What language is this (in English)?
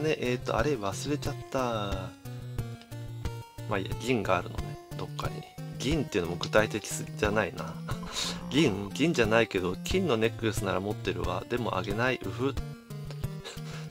Japanese